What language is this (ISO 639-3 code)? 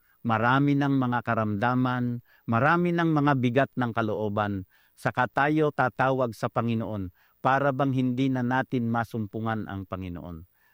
fil